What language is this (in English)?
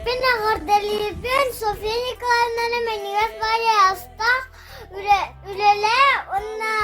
Yakut